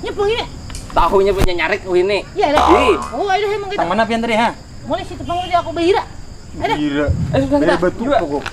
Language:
Banjar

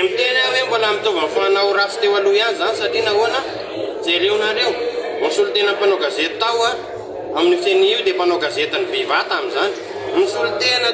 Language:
Malagasy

